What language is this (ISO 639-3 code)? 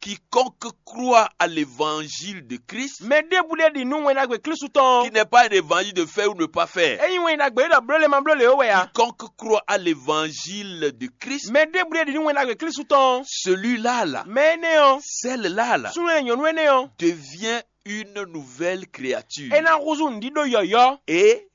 fon